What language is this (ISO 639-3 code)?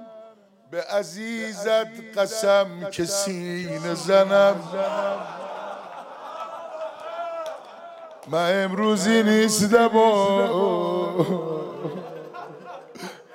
fas